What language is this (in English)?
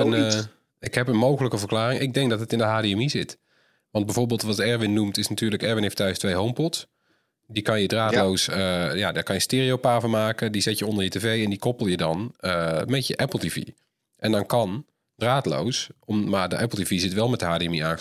Dutch